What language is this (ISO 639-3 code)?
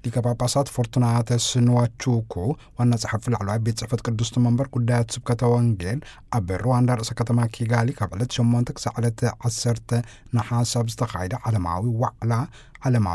tir